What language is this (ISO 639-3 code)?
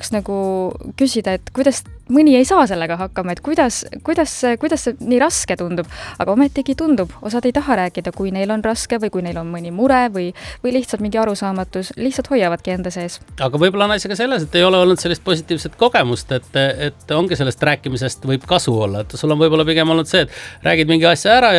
est